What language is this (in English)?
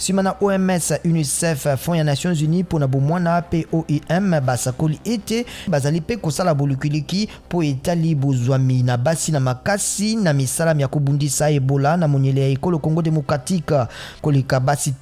Lingala